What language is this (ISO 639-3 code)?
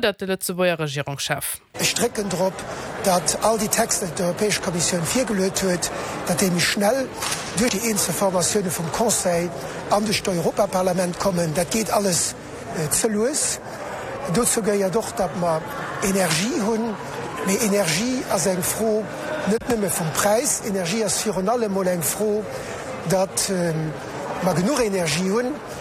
ltz